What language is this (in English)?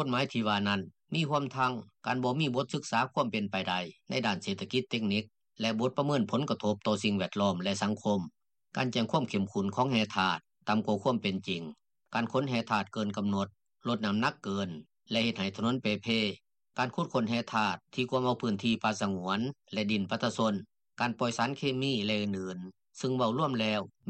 Lao